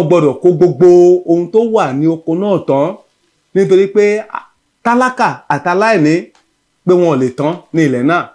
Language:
Yoruba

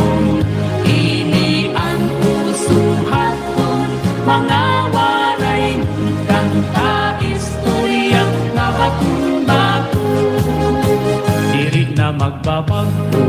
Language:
Waray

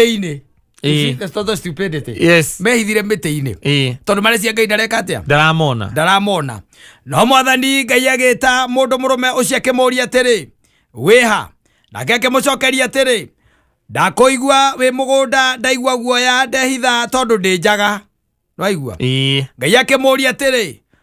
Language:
Kikuyu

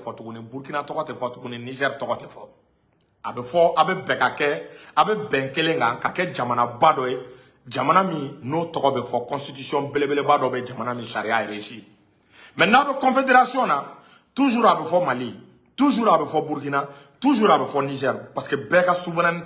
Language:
Bambara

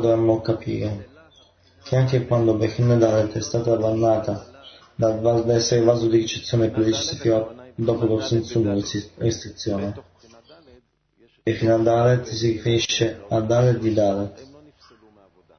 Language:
Italian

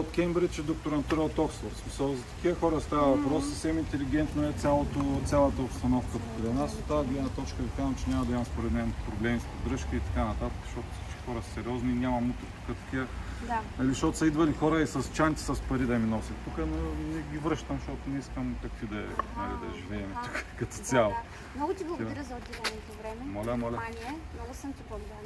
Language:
Bulgarian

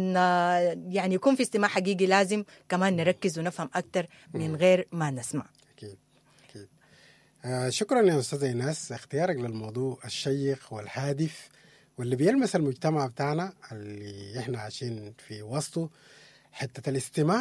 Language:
Sudanese Arabic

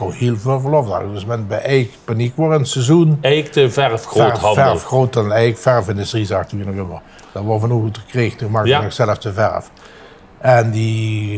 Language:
Limburgish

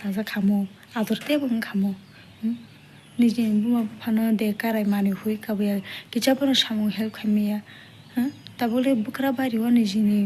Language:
Kok Borok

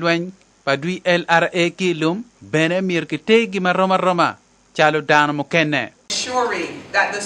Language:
Acoli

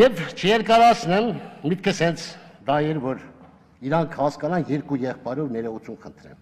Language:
Armenian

